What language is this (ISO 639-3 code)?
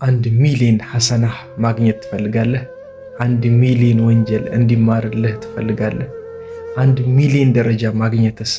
amh